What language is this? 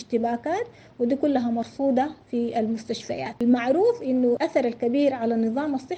Sudanese Arabic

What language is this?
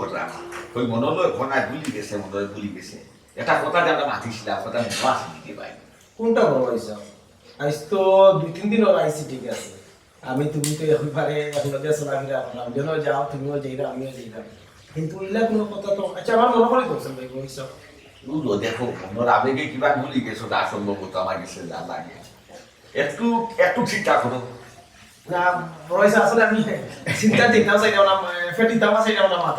Sylheti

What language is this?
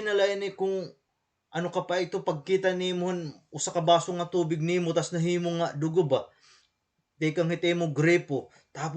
Waray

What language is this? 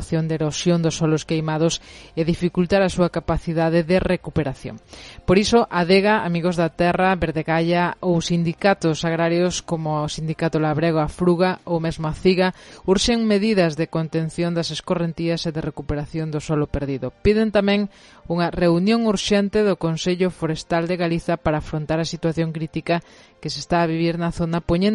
Galician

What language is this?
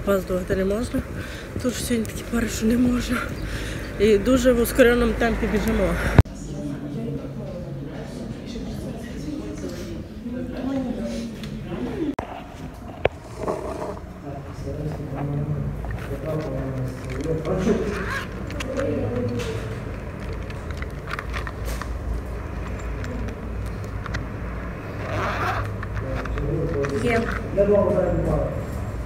Ukrainian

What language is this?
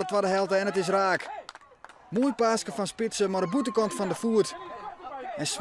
Western Frisian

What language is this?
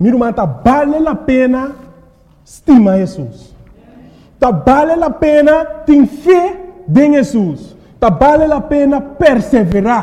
Papiamento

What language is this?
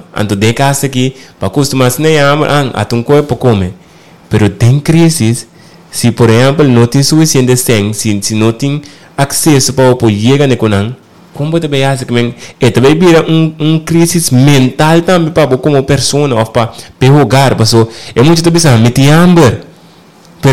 Papiamento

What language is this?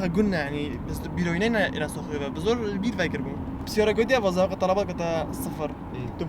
Kurdish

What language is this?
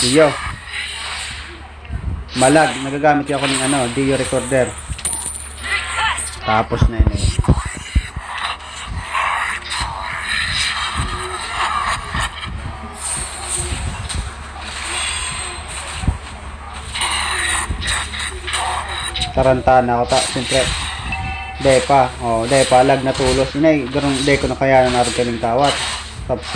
Filipino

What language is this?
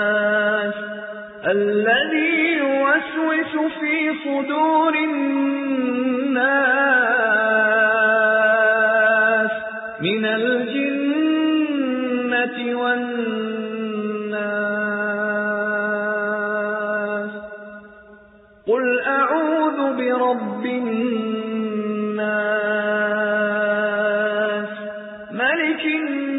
Arabic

